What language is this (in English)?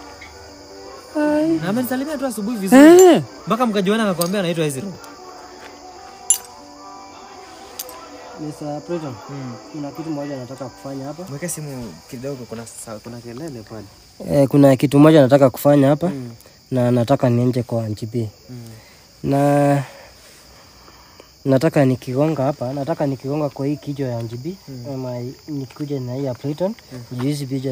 Swahili